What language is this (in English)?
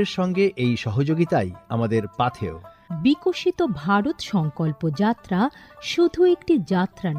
Bangla